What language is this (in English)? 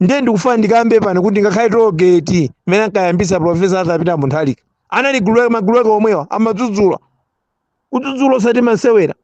Nyanja